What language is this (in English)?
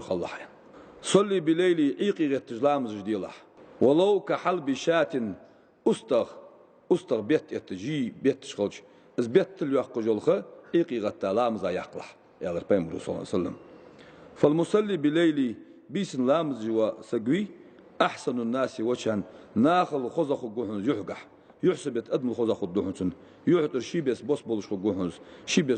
Ingush